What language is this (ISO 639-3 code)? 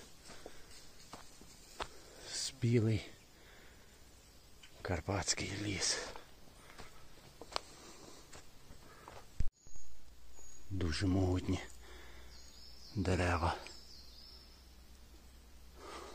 ukr